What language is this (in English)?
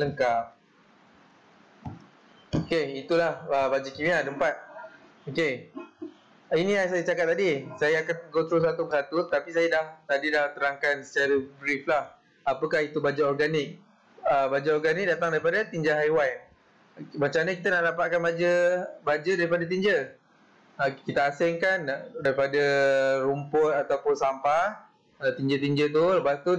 Malay